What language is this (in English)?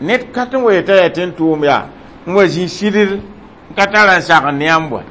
Mossi